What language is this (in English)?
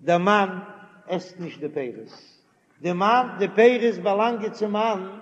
Yiddish